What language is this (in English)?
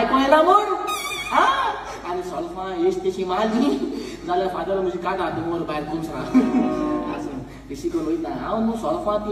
Konkani